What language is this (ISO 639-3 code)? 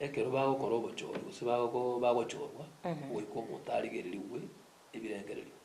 guz